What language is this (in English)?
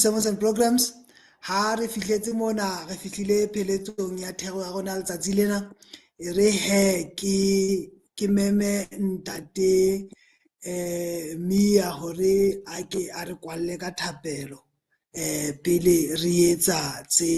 Southern Sotho